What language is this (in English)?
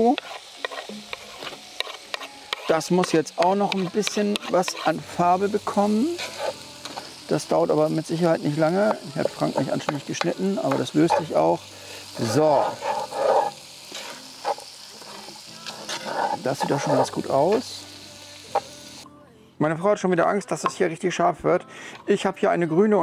German